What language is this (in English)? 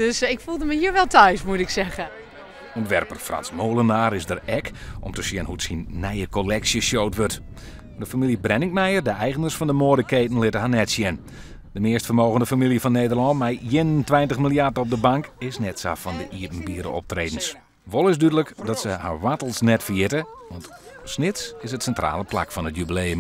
Western Frisian